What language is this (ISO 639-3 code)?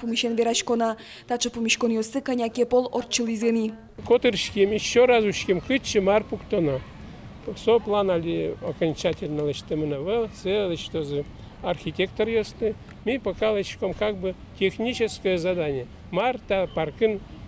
udm